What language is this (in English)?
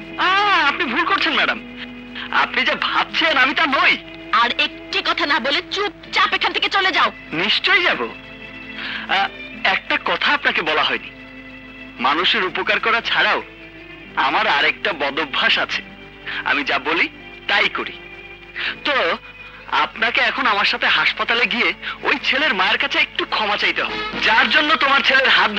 Bangla